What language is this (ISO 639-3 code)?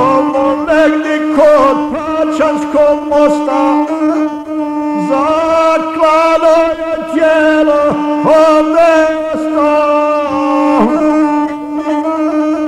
hrv